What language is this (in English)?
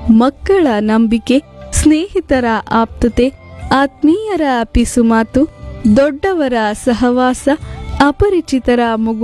Kannada